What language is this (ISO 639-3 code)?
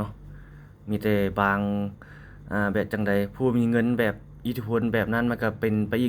lao